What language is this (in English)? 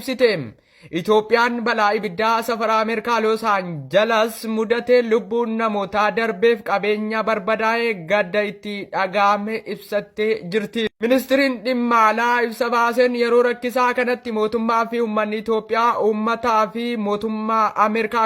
Oromo